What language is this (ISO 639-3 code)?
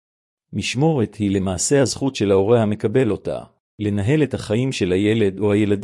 heb